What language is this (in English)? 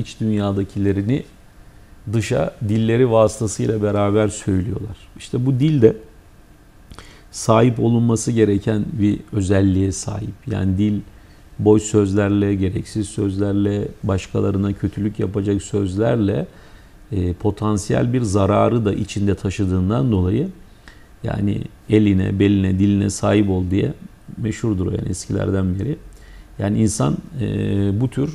Turkish